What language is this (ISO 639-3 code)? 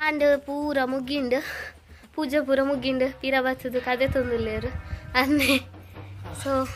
tcy